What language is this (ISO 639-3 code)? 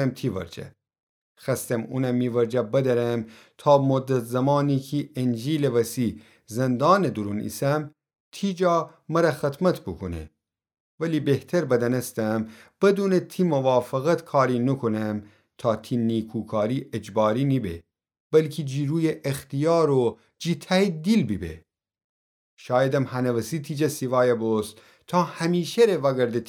glk